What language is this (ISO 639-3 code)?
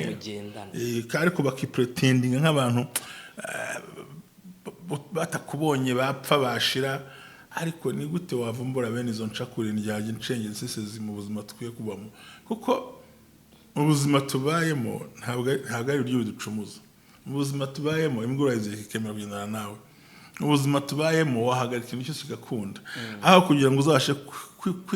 kin